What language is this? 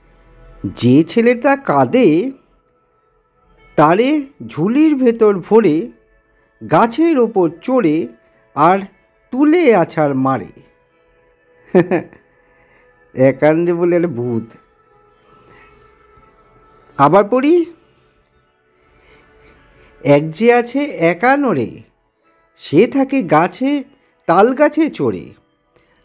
Bangla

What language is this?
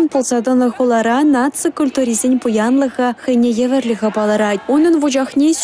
Chuvash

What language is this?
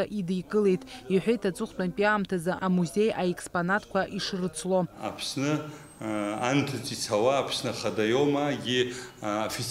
Abkhazian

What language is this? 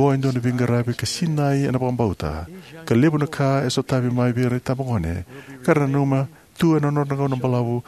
Fijian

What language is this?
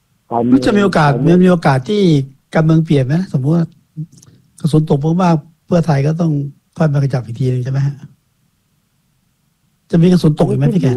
Thai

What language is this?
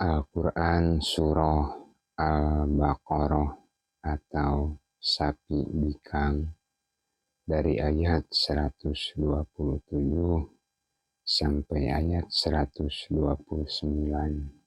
Sundanese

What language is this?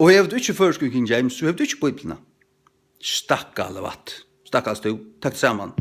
Faroese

